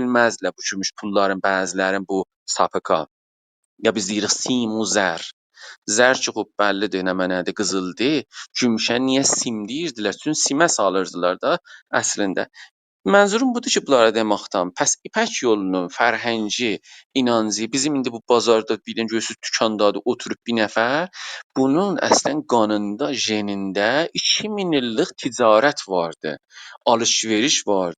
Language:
South Azerbaijani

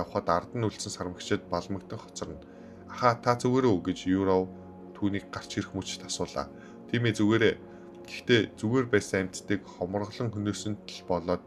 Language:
Mongolian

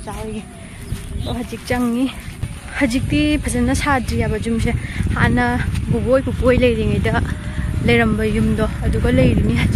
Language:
Manipuri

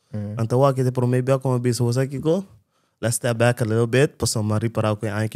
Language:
Papiamento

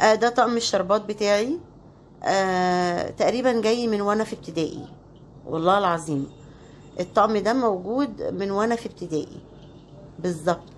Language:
Egyptian Arabic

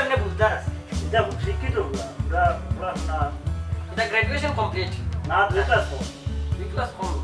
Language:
Sylheti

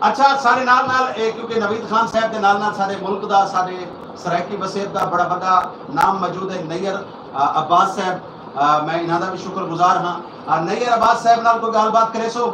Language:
Saraiki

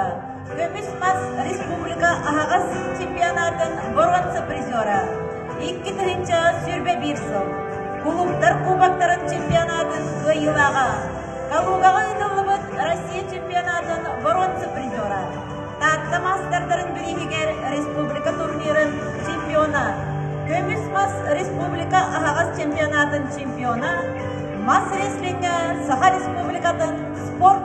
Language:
Yakut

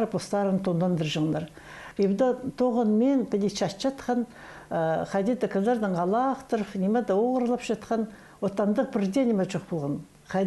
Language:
Khakas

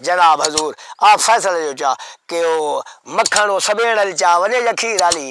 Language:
Saraiki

